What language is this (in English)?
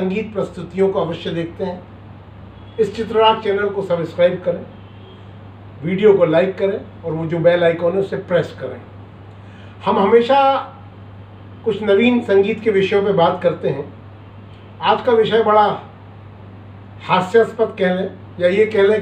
Hindi